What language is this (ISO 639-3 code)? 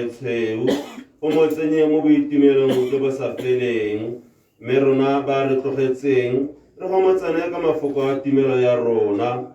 tsn